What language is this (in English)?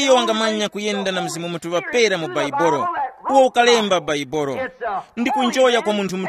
Tumbuka